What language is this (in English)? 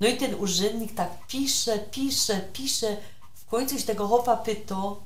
Silesian